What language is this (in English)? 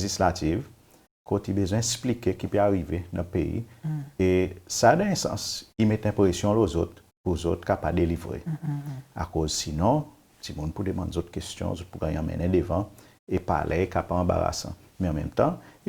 Seselwa Creole French